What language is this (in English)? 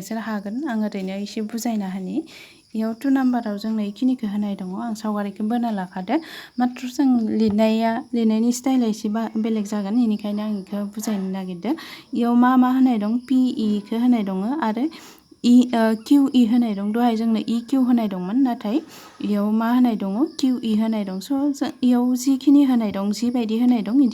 Bodo